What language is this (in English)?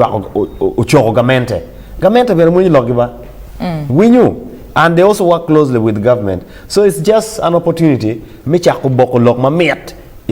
Acoli